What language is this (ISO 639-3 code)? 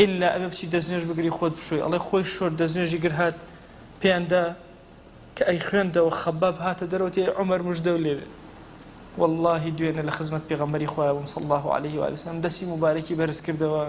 ckb